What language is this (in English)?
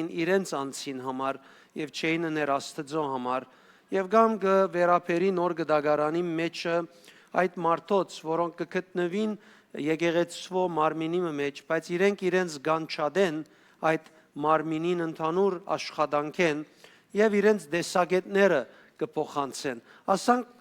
Western Armenian